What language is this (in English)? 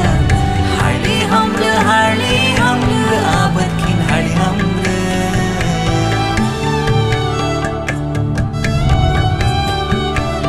Kannada